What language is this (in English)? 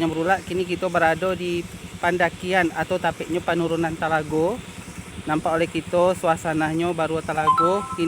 Minangkabau